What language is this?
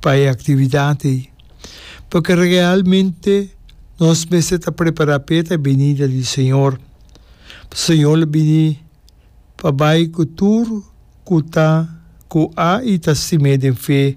Papiamento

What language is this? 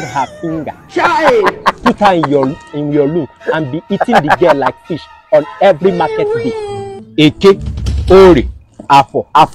Nigerian Pidgin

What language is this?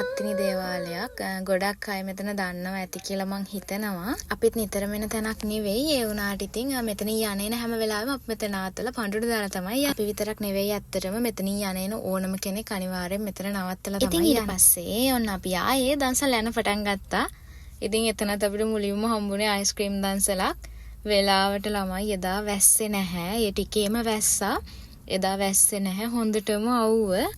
Sinhala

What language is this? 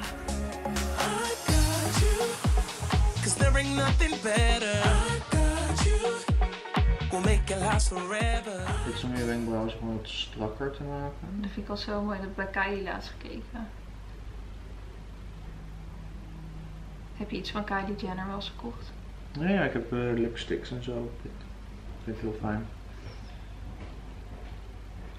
Dutch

